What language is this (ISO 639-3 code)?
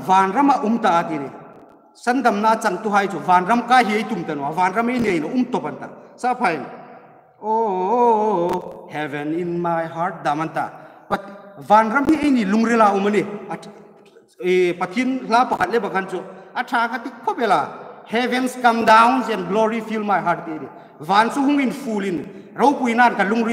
hmr